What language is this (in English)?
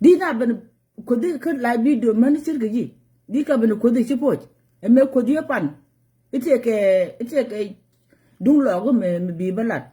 Nuer